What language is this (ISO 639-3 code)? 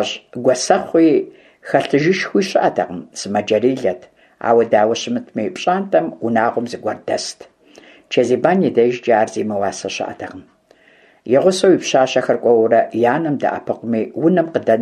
kbd